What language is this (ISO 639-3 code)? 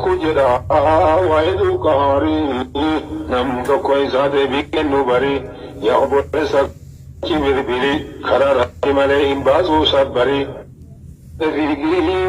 orm